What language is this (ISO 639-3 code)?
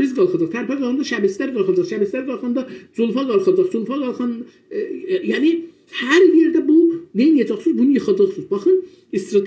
azb